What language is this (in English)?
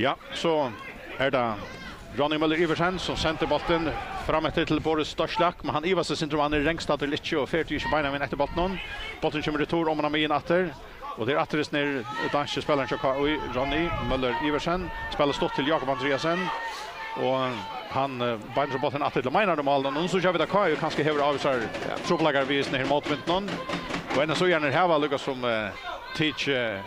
Faroese